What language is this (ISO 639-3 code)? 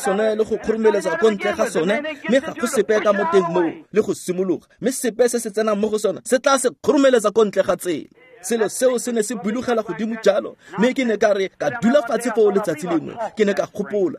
tsn